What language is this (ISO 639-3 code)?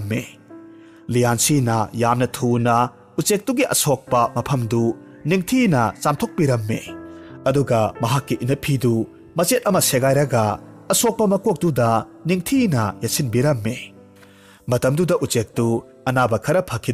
mni